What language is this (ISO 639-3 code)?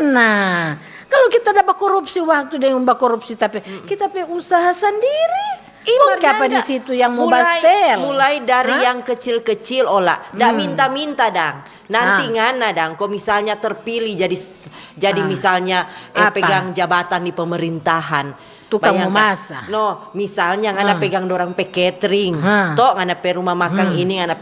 xmm